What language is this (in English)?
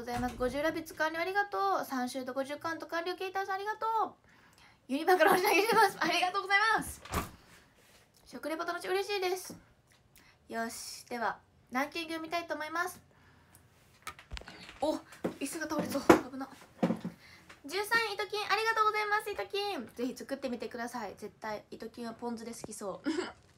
Japanese